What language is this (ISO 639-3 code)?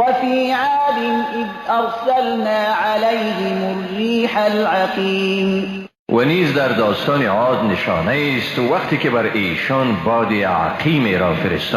fas